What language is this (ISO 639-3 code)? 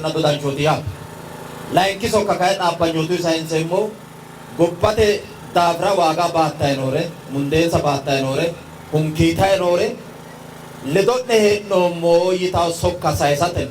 sid